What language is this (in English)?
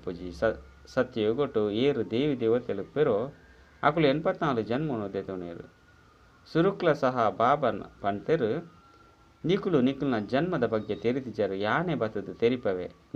Tulu